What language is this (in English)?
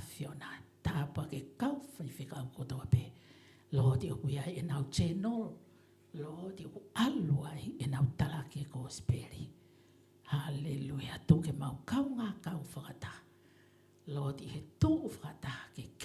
Tongan